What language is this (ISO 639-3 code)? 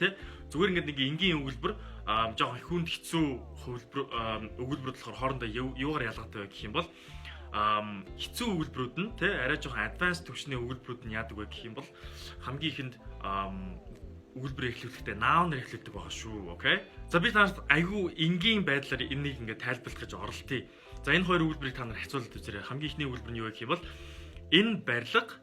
mon